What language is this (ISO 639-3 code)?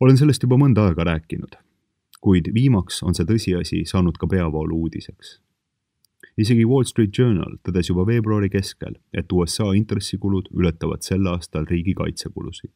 est